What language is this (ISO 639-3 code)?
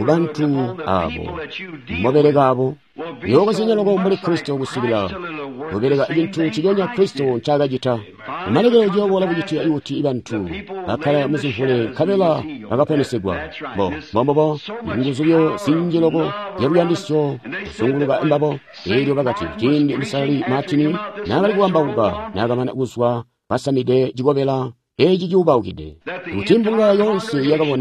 toi